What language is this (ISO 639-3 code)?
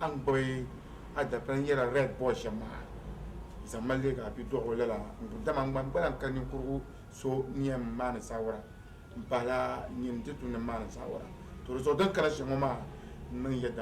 dag